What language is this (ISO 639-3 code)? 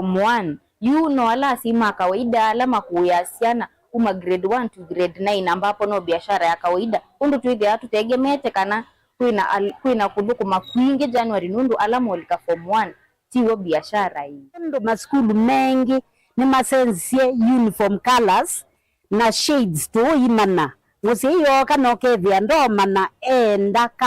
kam